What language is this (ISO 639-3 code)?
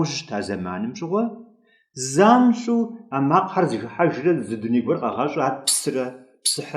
kbd